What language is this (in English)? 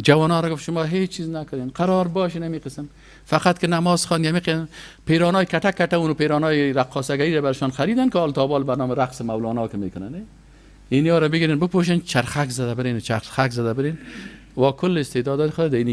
Persian